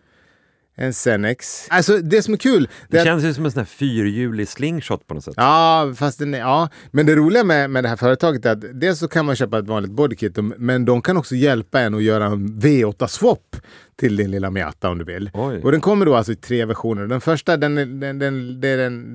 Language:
Swedish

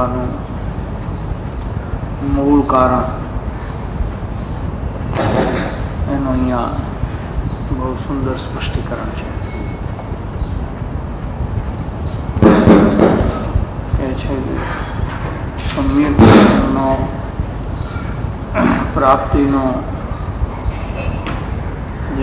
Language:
Gujarati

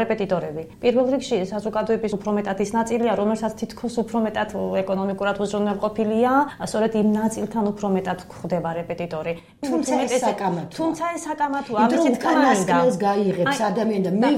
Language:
Georgian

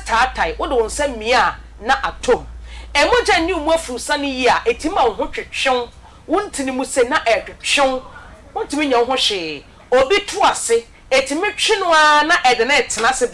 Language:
Akan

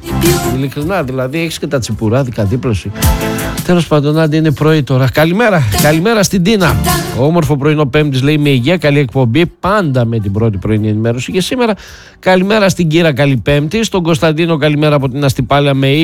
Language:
Greek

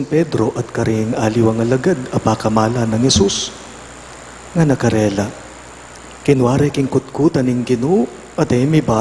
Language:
Pampanga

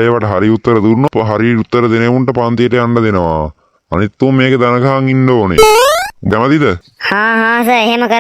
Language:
Sinhala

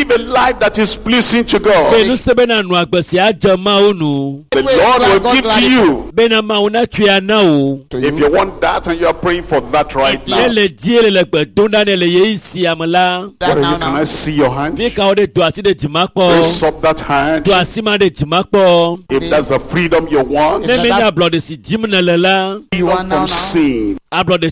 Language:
Ewe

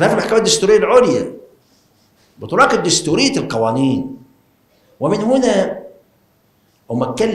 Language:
Egyptian Arabic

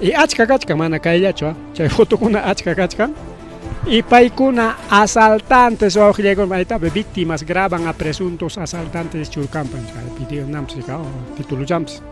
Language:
Ayacucho Quechua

